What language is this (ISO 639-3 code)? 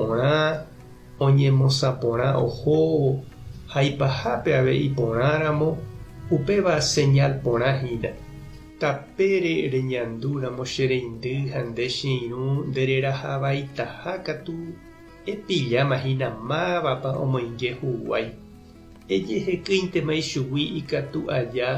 grn